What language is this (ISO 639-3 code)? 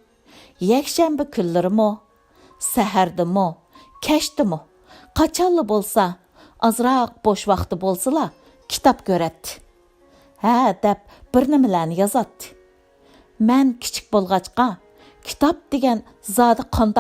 uig